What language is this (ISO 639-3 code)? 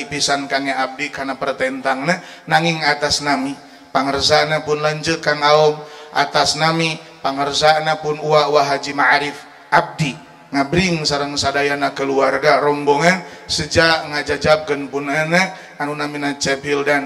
sun